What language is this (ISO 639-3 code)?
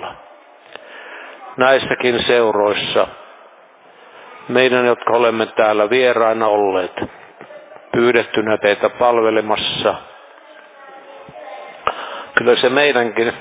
fin